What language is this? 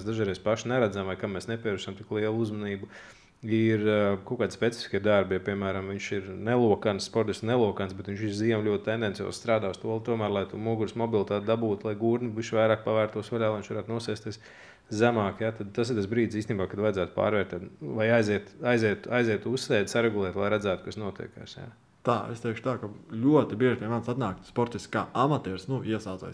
Latvian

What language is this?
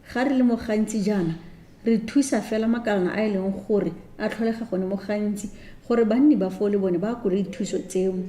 Tswana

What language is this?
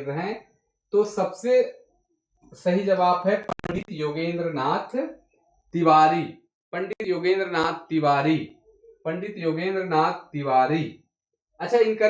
Sadri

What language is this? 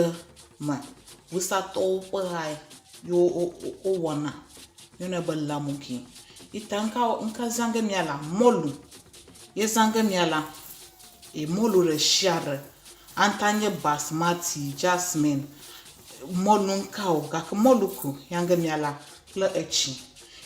Ewe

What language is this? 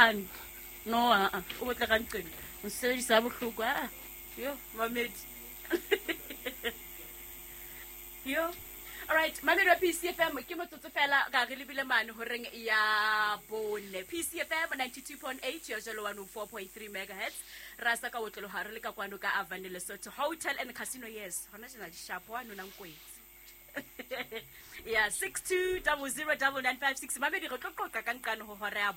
Southern Sotho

